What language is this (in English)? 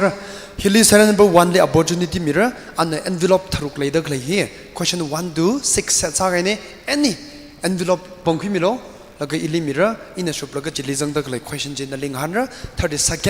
Tangkhul Naga (India)